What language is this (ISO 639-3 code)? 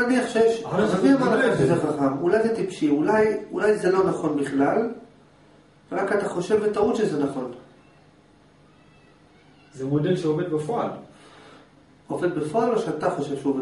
heb